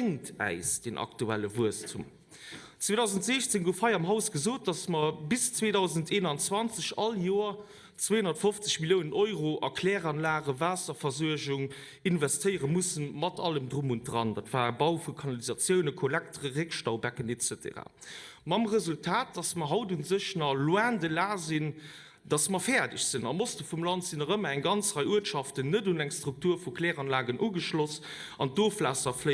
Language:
Luxembourgish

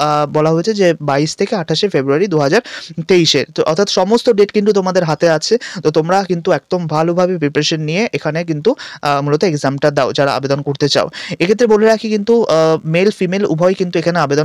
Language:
Bangla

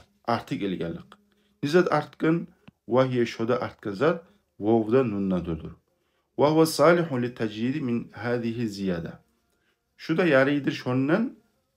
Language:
Kumyk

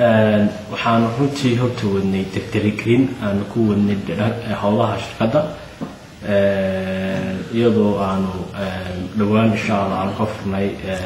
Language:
Somali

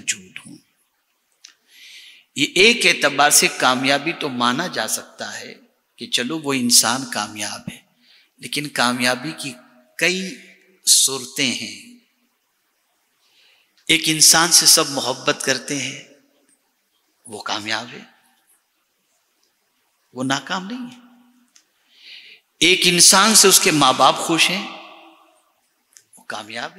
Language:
Urdu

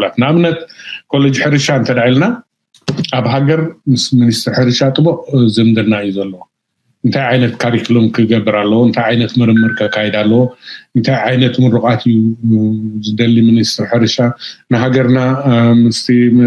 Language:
Tigrinya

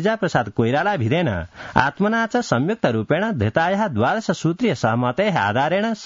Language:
Sanskrit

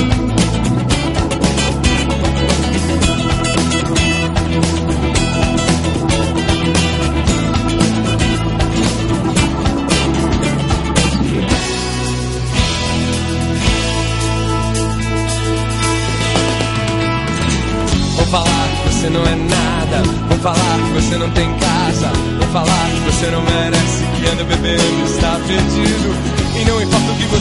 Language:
Portuguese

